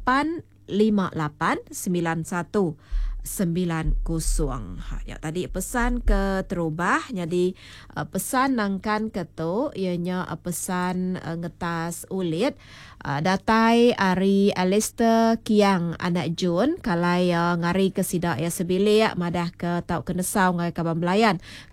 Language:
Iban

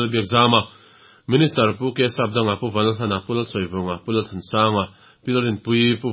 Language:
Mizo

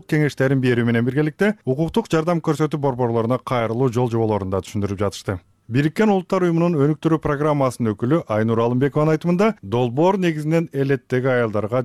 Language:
Kyrgyz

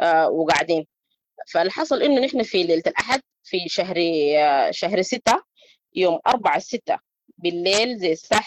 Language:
Sudanese Arabic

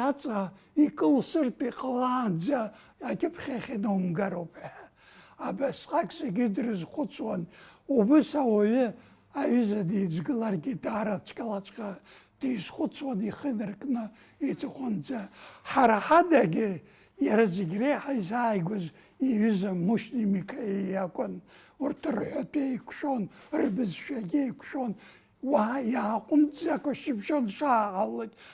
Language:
Abkhazian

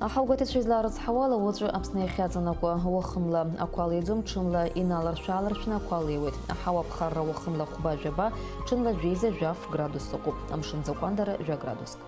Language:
Abkhazian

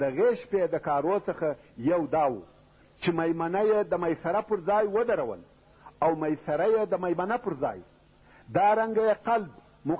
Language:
Pashto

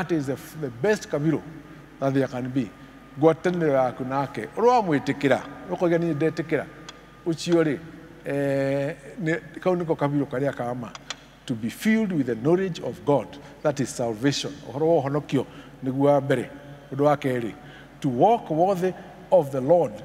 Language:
Kikuyu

